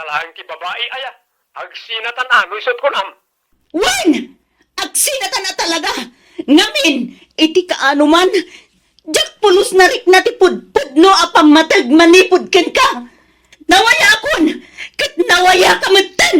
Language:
Iloko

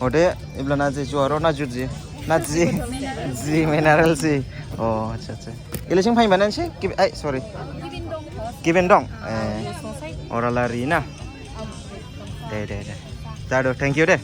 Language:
Dimasa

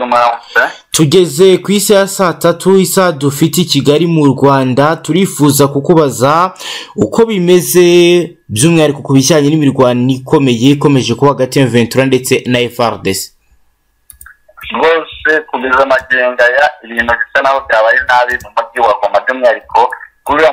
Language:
Kinyarwanda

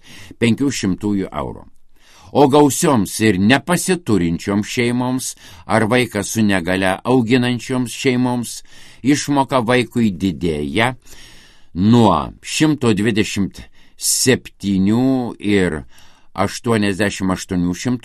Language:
Lithuanian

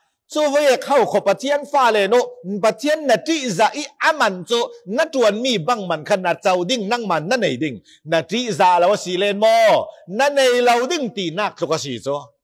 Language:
Falam Chin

